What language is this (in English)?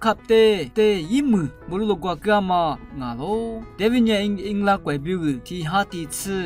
Lisu